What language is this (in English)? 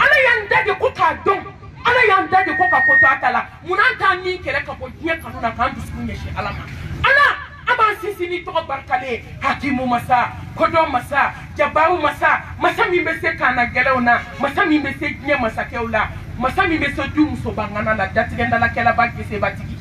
Bambara